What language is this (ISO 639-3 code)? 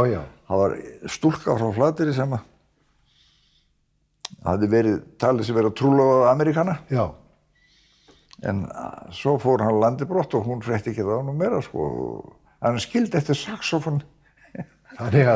isl